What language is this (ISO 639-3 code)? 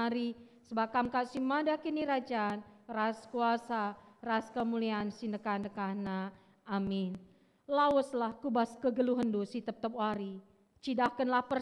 btx